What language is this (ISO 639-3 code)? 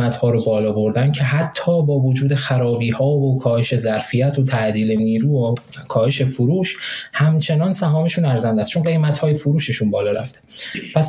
fas